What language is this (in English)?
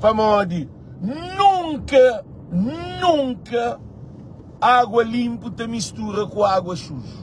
Kabuverdianu